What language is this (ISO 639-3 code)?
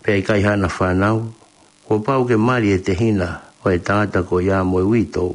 ton